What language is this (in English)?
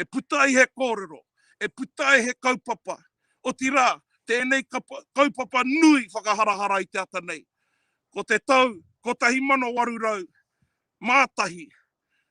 Māori